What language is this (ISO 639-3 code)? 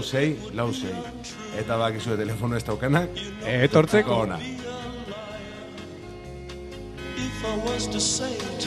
eus